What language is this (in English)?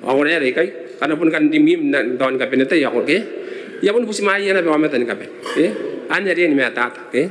Gilbertese